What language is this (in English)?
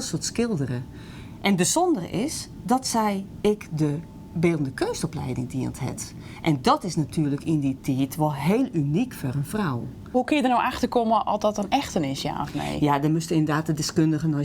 Western Frisian